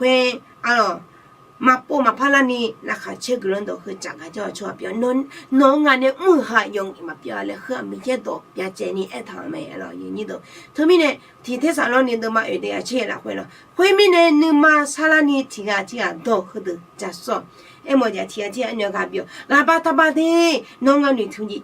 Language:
Akha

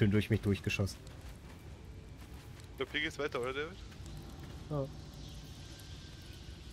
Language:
German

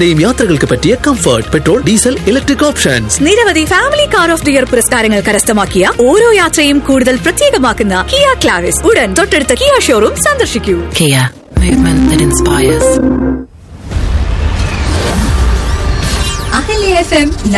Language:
Malayalam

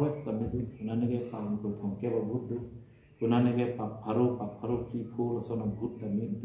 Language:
Karbi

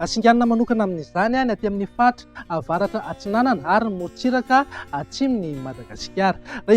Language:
Malagasy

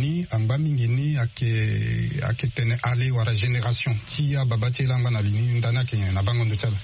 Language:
Sango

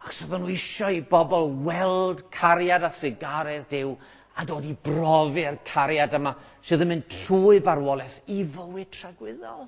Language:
Welsh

